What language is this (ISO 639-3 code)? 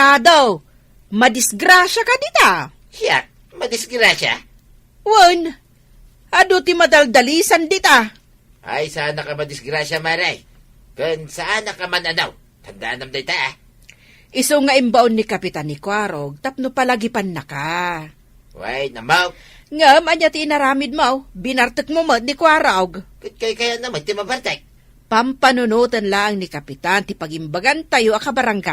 ilo